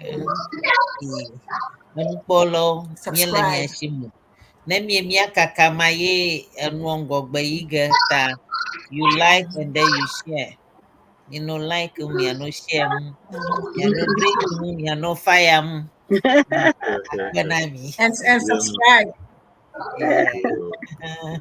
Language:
Ewe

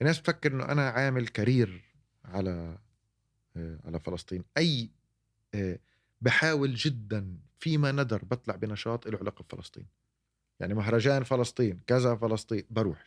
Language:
North Levantine Arabic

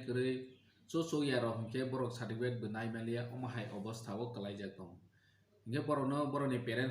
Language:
Kok Borok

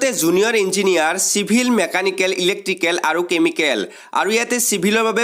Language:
Assamese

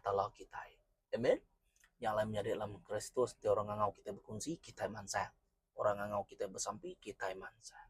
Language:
Iban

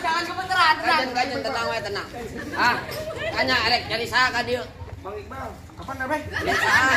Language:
Betawi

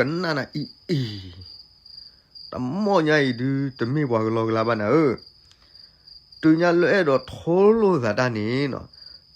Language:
S'gaw Karen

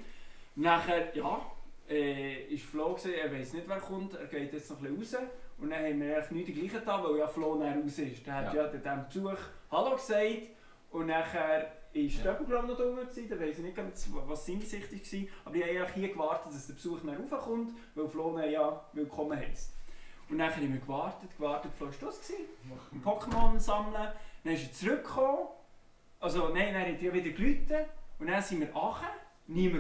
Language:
Swiss German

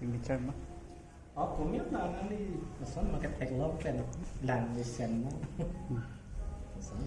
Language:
Karbi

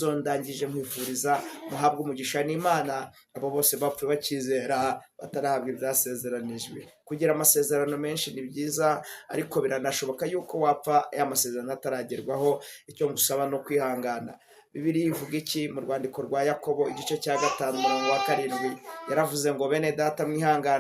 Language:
Kinyarwanda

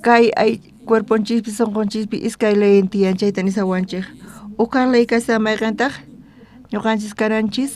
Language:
South Bolivian Quechua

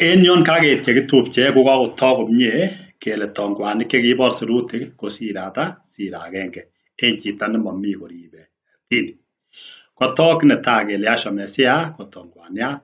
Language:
Kalenjin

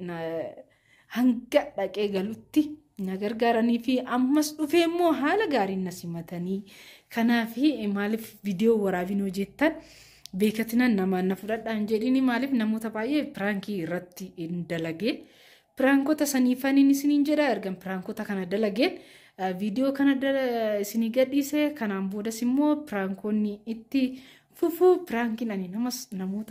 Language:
Oromo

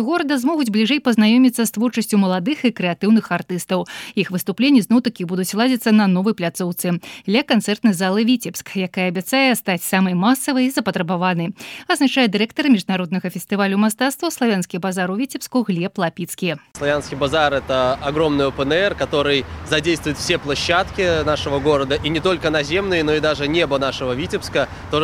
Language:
Belarusian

